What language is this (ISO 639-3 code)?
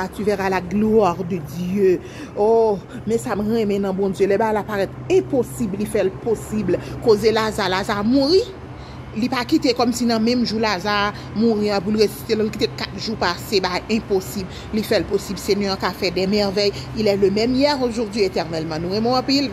hat